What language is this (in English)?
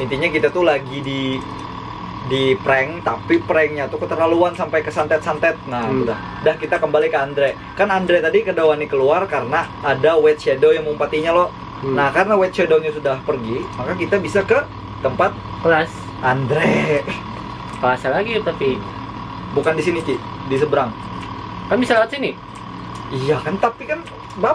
Banjar